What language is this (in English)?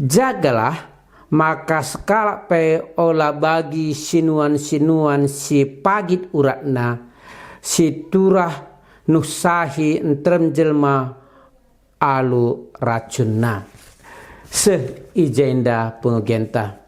Batak Karo